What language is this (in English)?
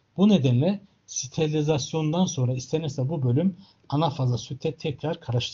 Turkish